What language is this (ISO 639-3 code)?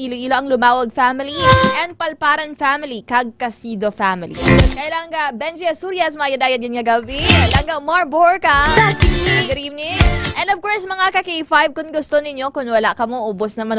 hil